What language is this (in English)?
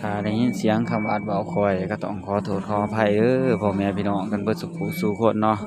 Northeastern Thai